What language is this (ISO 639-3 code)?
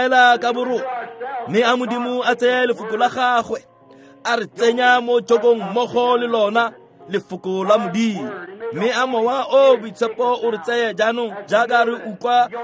tsn